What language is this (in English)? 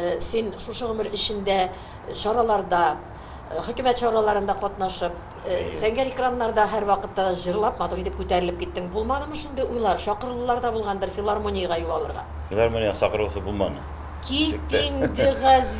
Tatar